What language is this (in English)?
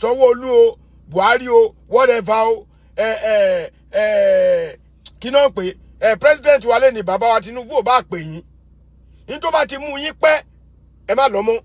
Yoruba